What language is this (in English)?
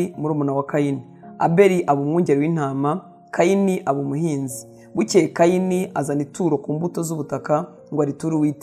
Kinyarwanda